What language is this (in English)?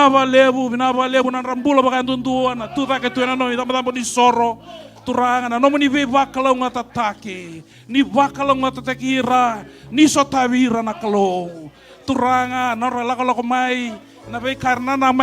Fijian